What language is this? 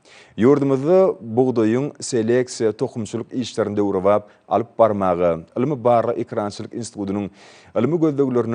Turkmen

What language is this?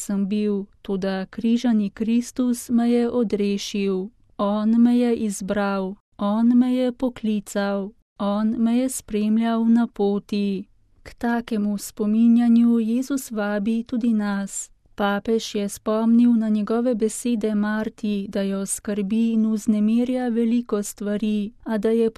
Slovenian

